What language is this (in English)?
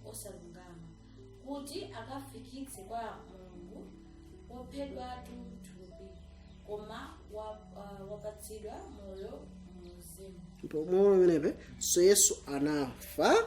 Nyanja